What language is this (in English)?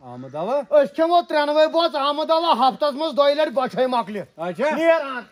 Kashmiri